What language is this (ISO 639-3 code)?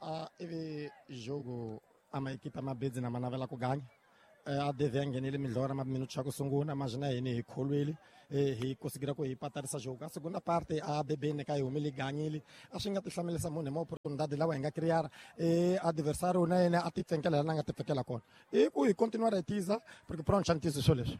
tso